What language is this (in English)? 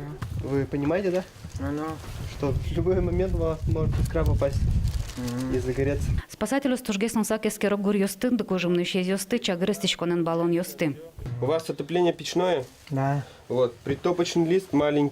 Udmurt